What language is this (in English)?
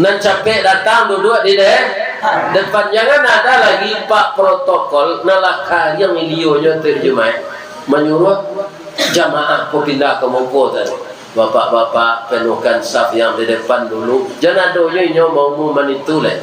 Minangkabau